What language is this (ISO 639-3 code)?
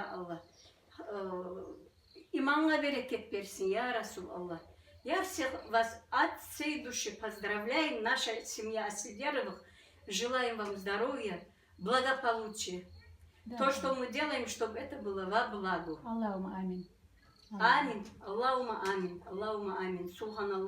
kum